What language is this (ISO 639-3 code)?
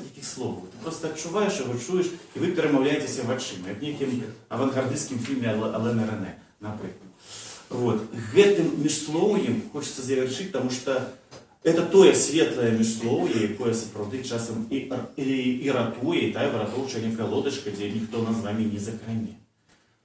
bel